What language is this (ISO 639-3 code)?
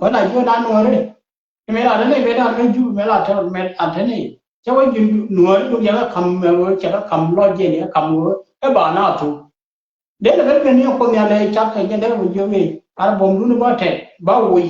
nus